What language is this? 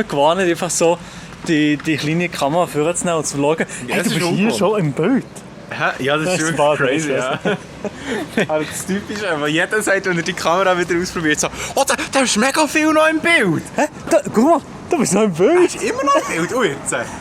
Swiss German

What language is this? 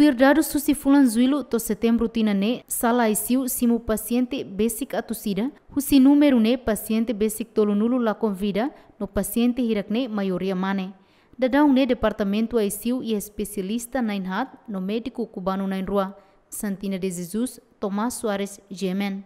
Tetum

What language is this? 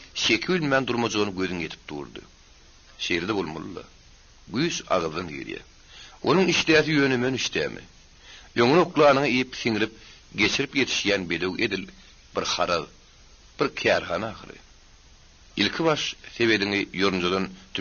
Turkmen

